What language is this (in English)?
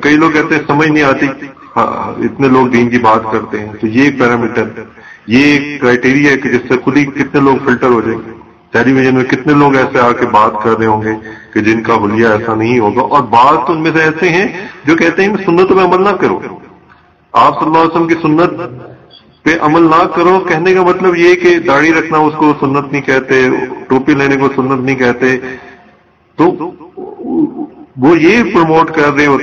Urdu